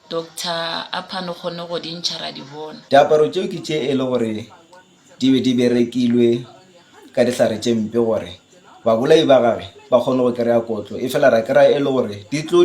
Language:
Northern Sotho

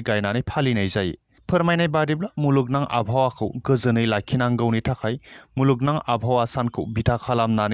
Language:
Bodo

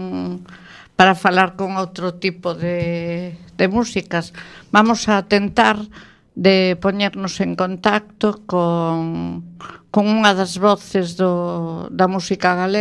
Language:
Galician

